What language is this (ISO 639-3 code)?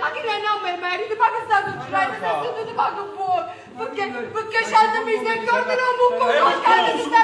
nap